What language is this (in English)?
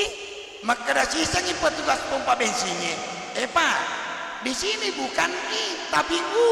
Buginese